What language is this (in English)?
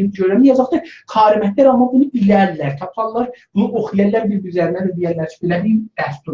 South Azerbaijani